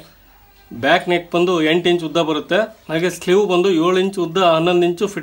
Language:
Kannada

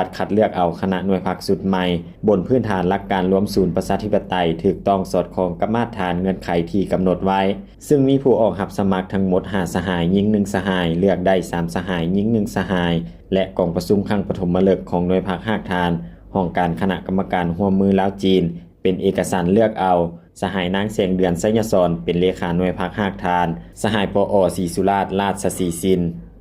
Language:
Lao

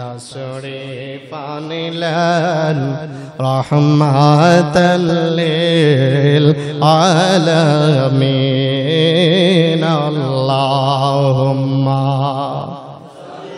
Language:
Bangla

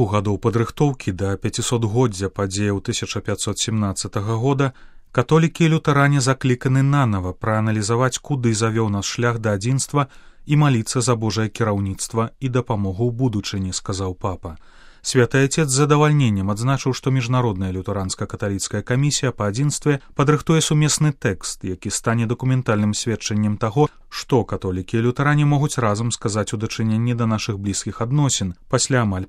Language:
Belarusian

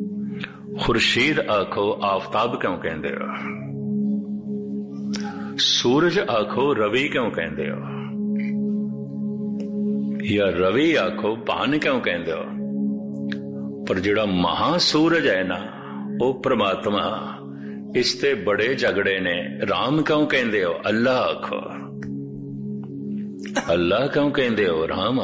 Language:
Punjabi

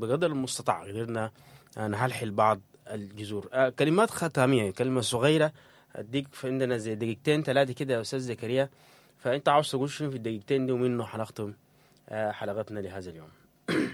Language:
Sudanese Arabic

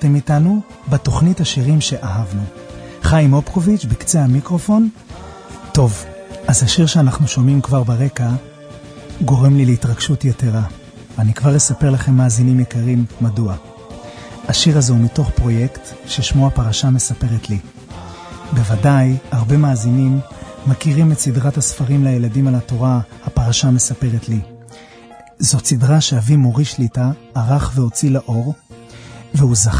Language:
Hebrew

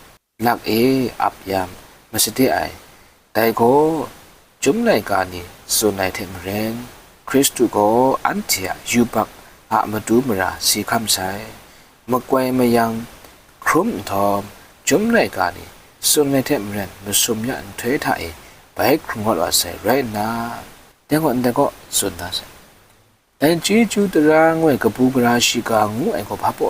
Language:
Kachin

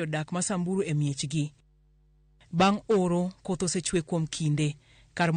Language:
Luo (Kenya and Tanzania)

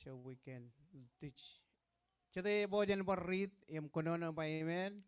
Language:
Marshallese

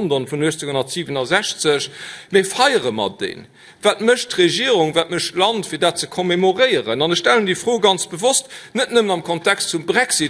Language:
Luxembourgish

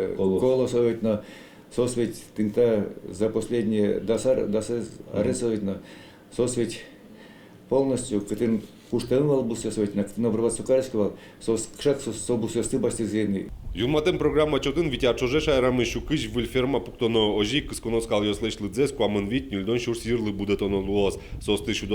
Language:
Udmurt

